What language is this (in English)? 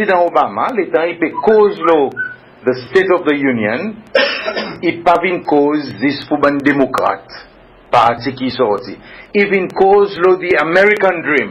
Seselwa Creole French